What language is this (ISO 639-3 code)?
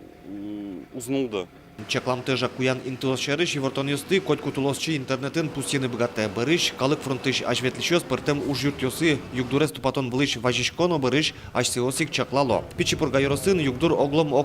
udm